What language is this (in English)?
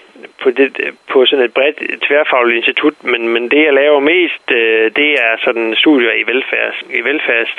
Danish